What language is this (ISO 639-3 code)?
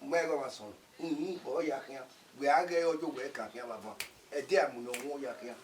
bin